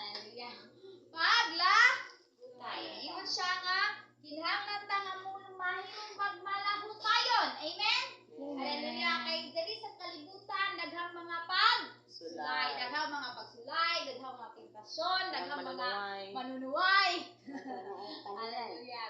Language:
Cebuano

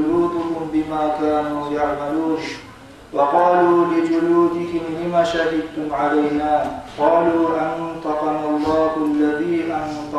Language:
Kumyk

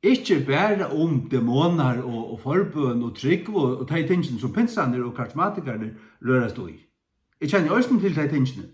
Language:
Faroese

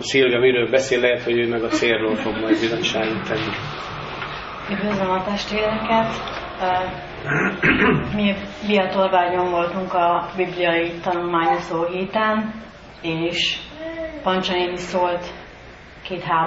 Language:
Hungarian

